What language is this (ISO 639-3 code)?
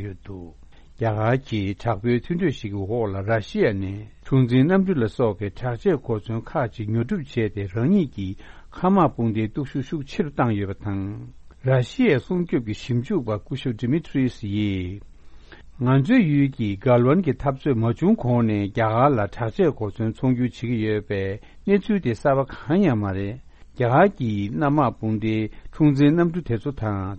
bod